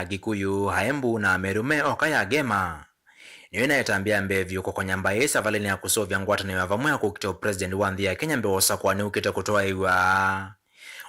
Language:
Kamba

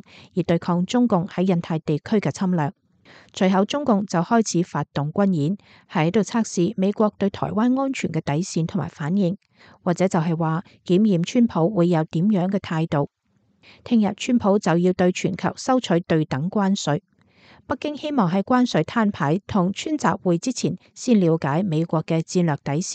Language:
Cantonese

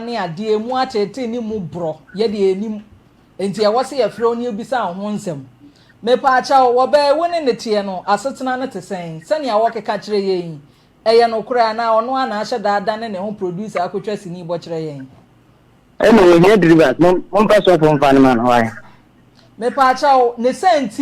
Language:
Akan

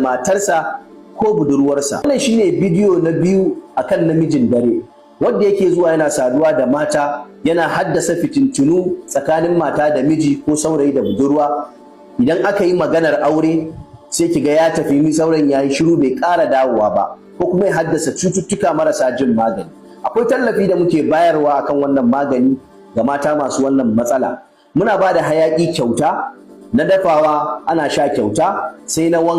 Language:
Hausa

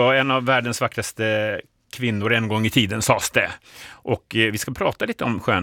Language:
Swedish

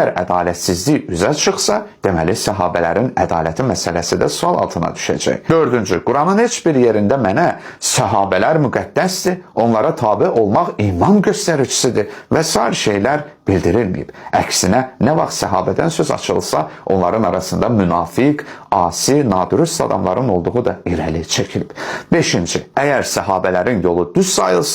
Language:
Azerbaijani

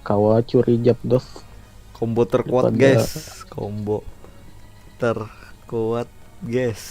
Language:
Banjar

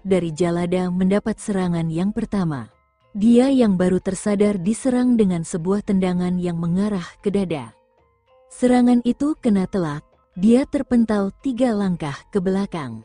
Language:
Indonesian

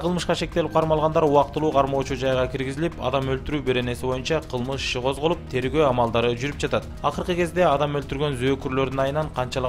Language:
Kyrgyz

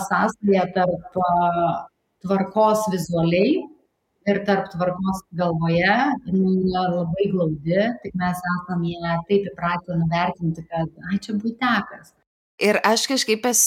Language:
Lithuanian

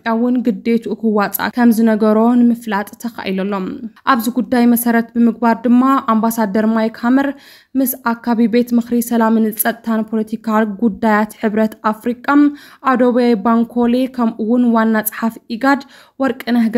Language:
Tigrinya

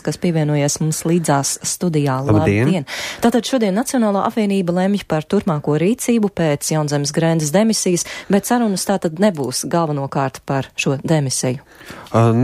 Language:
Latvian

